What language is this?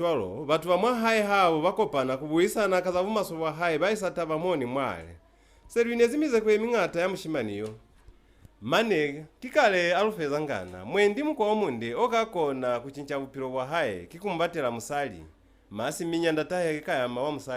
Lozi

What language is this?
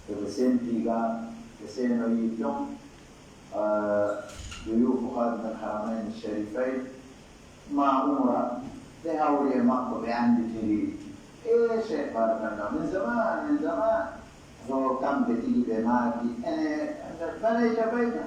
Pular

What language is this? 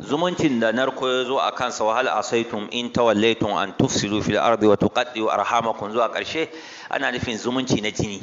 Hausa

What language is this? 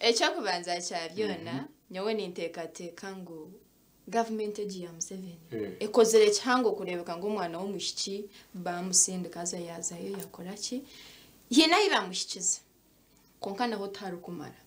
Nyankole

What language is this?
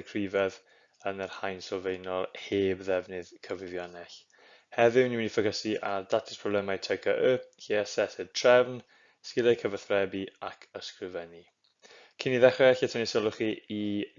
Welsh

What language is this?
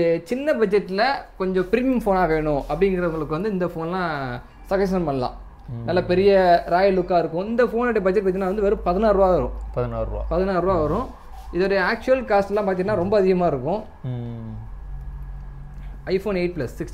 Tamil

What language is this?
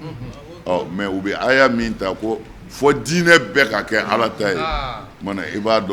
Bambara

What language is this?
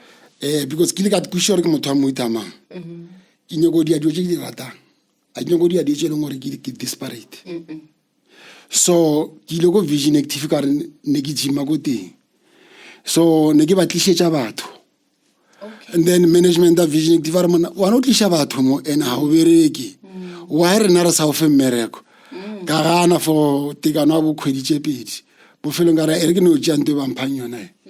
Northern Sotho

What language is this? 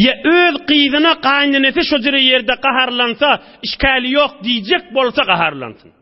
Turkmen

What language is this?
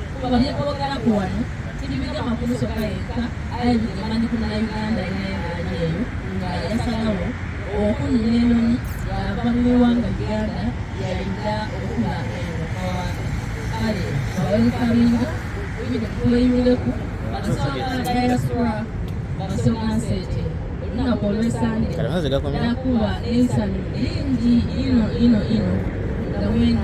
Soga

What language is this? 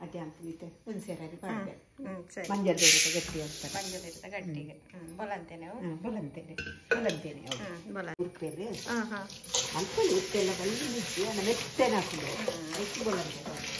Tulu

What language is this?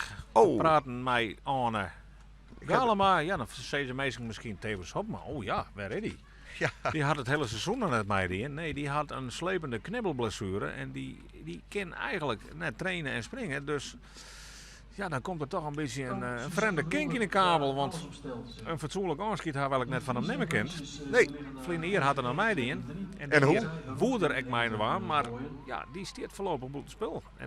Western Frisian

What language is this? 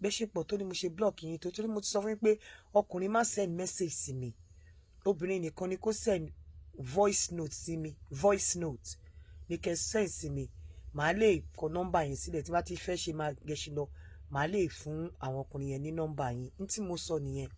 Yoruba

